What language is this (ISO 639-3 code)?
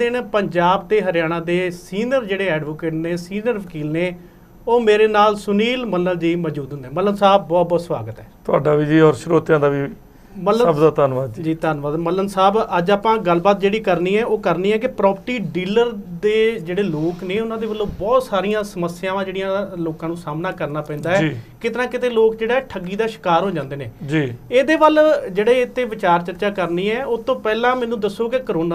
pan